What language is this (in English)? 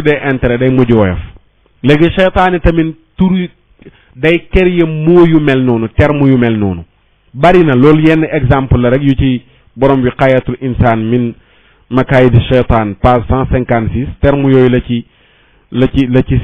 Wolof